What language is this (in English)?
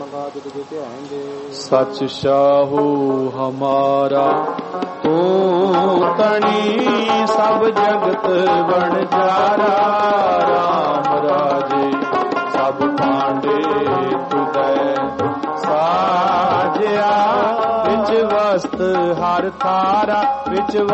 Punjabi